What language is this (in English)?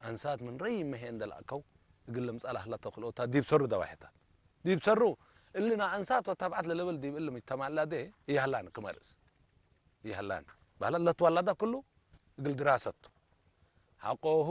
Tigre